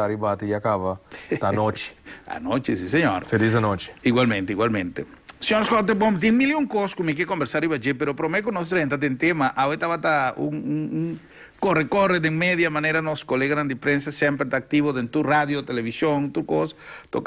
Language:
Papiamento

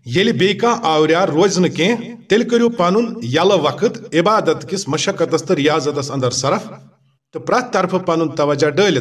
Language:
Kashmiri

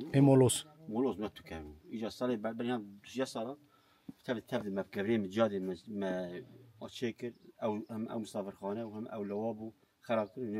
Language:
Kurdish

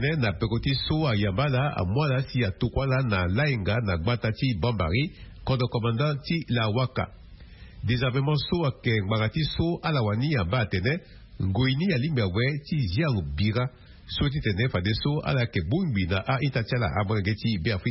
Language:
Sango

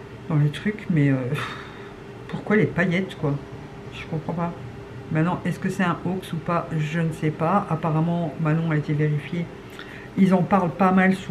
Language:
French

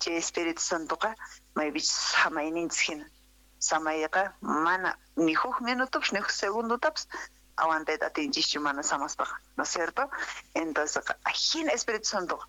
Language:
South Bolivian Quechua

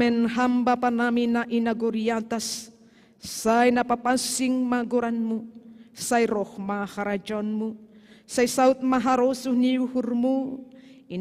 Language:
Batak Simalungun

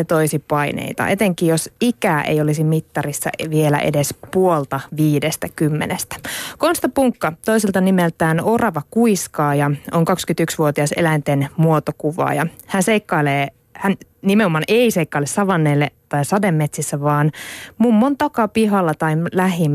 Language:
Finnish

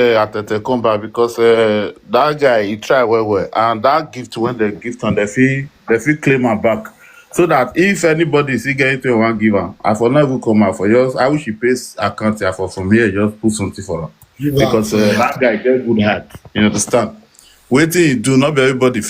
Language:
Nigerian Pidgin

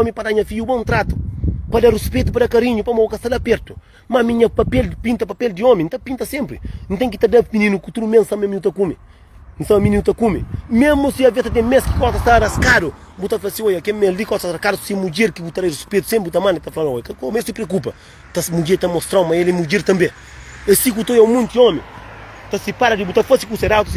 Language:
Kabuverdianu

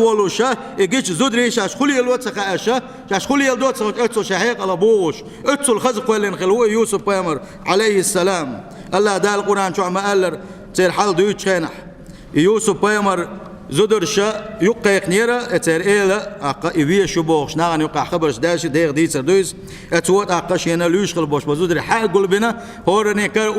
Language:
Chechen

